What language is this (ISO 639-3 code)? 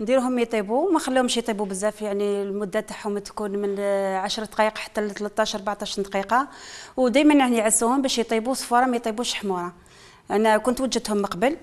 arq